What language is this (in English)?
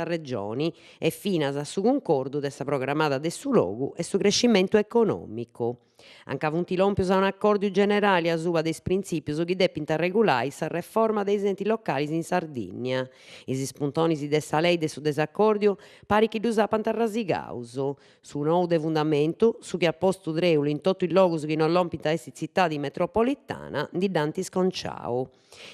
Sardinian